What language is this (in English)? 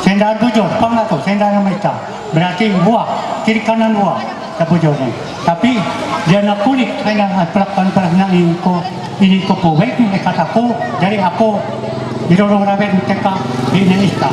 Ma'anyan